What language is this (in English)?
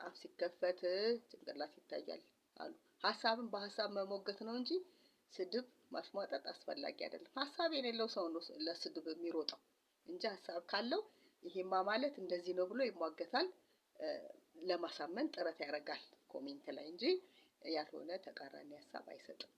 Amharic